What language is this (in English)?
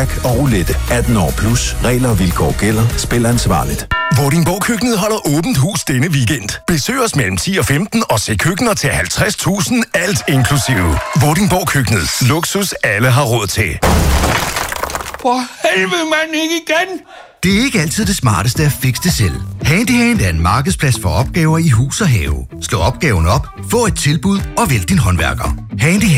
Danish